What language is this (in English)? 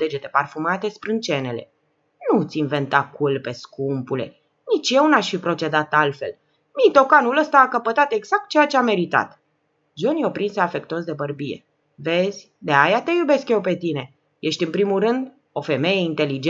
Romanian